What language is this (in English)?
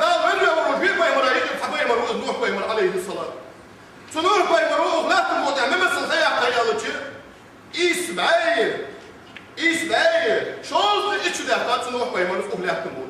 Ingush